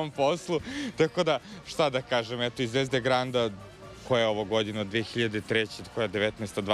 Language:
Serbian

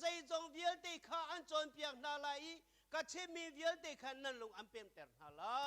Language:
Hakha Chin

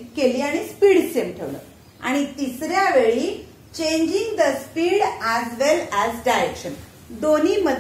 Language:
Marathi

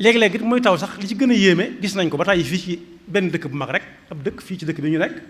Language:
Wolof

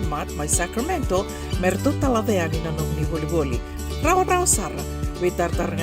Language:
Fijian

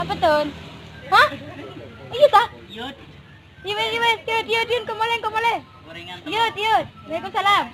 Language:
Madurese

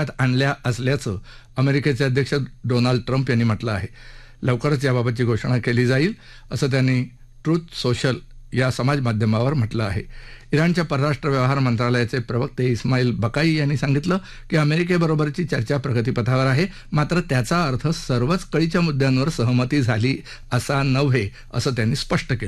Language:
Marathi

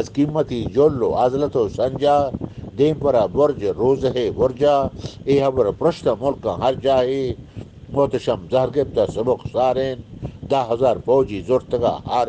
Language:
Eastern Balochi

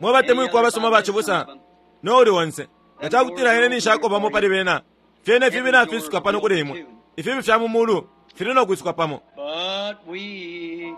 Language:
Bemba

